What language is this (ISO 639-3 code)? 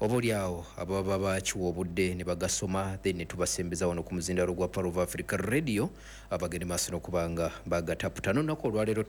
lug